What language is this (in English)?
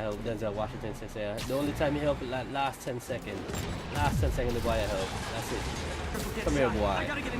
Jamaican Creole English